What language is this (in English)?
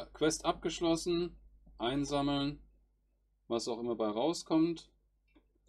German